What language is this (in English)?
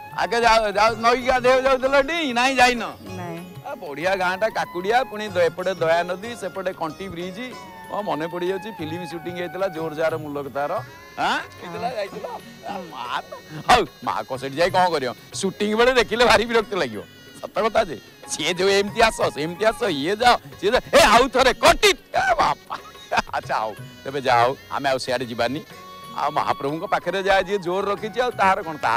Odia